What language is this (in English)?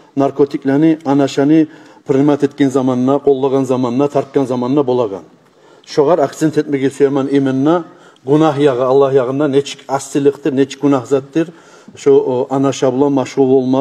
Kumyk